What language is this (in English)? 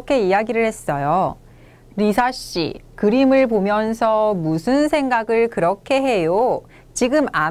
Korean